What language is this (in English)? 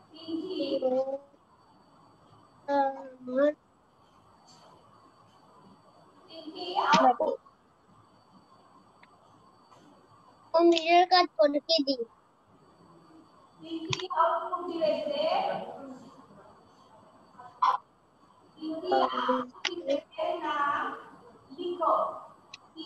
Bangla